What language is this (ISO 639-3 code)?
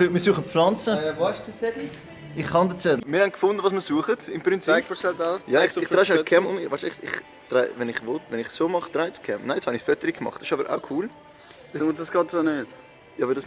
gsw